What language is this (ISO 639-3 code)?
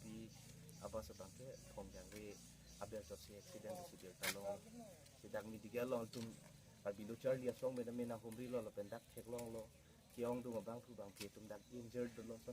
mjw